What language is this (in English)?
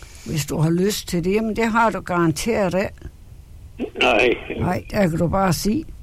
Danish